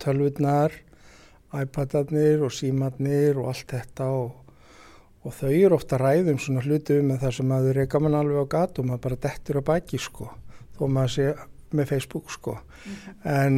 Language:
Icelandic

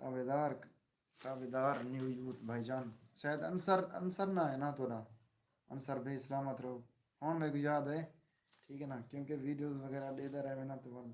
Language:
Saraiki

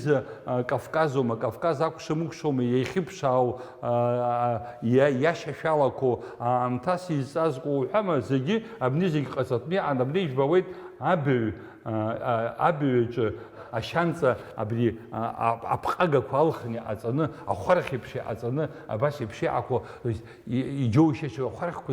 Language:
Abkhazian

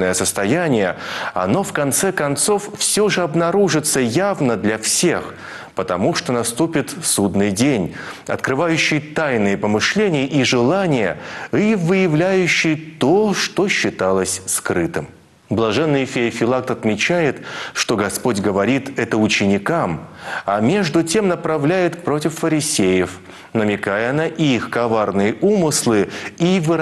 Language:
Russian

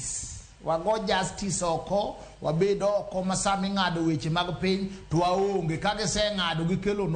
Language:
Luo (Kenya and Tanzania)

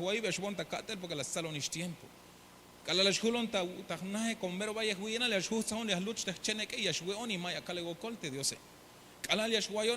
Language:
Tzeltal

